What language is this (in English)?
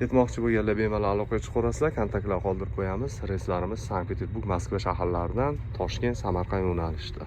Uzbek